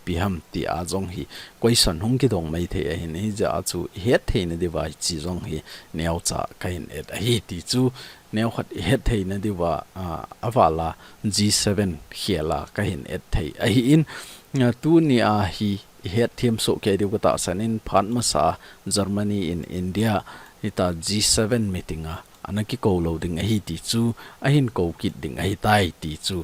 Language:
Thado Chin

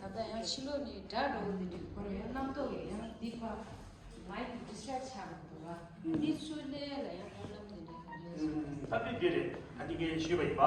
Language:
Tibetan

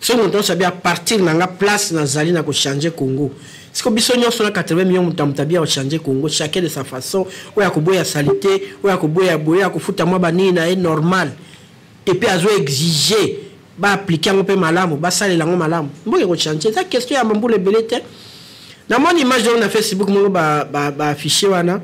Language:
Lingala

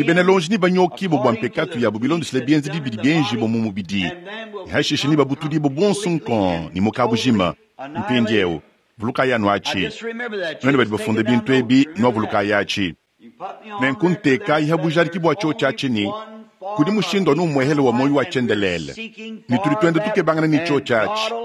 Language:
Luba-Lulua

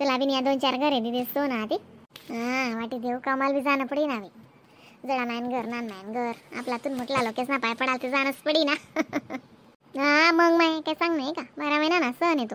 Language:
Khandesi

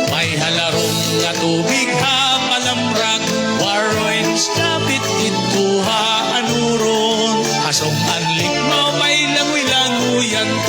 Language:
Waray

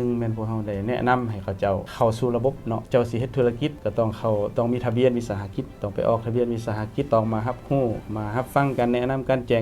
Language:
Lao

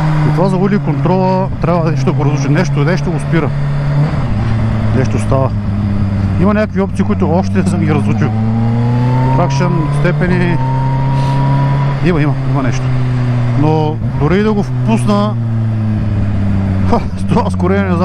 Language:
Bulgarian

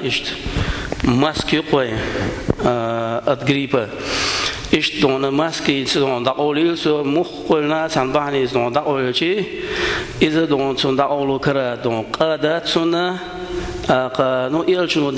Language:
Chechen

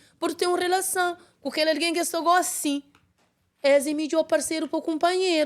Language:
Kabuverdianu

